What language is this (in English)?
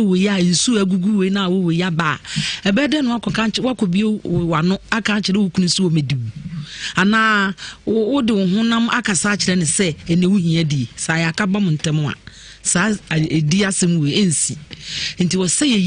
Akan